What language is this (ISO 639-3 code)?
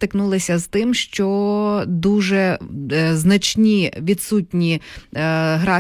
ukr